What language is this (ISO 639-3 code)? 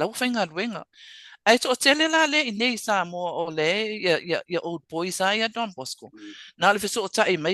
smo